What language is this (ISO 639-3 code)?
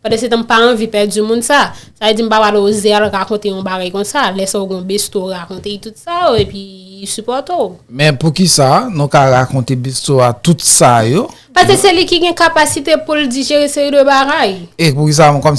hat